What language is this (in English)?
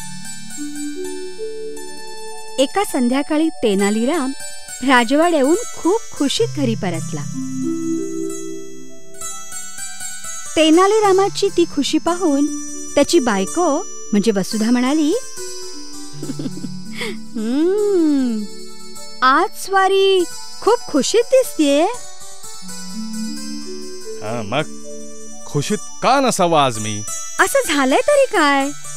Marathi